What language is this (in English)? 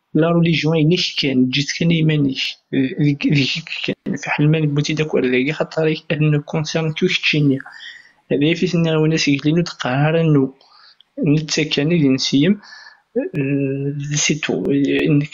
Kabyle